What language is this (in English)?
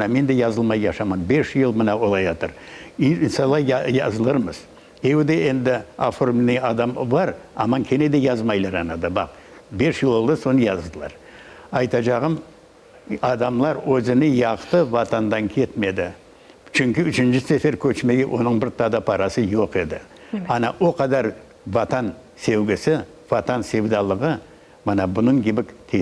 Crimean Tatar